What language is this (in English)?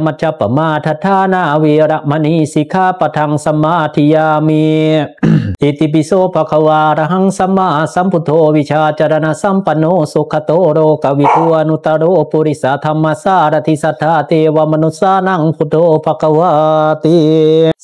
Pali